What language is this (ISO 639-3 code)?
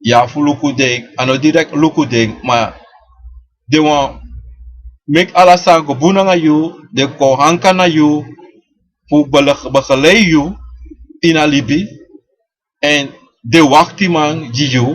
srn